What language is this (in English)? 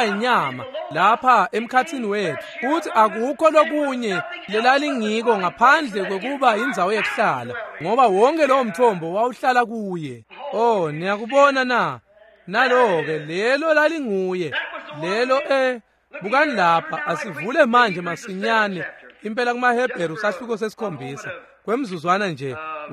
Swati